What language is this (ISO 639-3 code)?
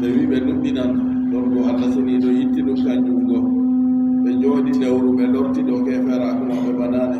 ful